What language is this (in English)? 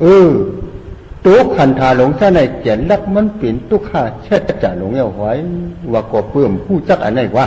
Shan